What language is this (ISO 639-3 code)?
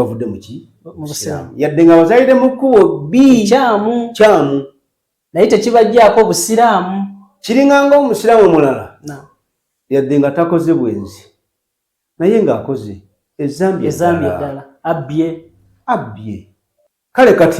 lug